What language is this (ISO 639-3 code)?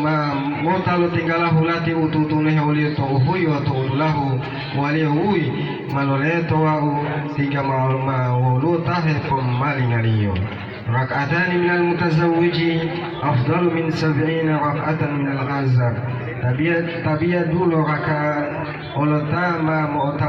gor